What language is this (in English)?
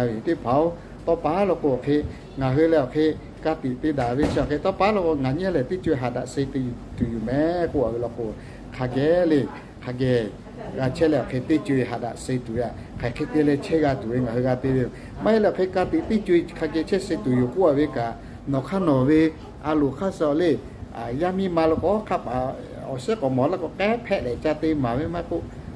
Lahu